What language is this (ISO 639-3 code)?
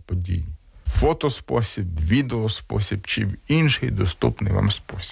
ukr